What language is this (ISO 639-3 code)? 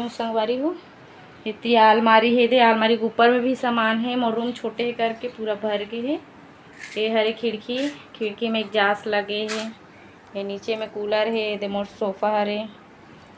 hne